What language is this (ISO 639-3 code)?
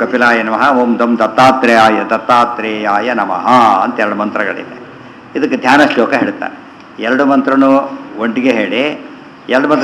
kan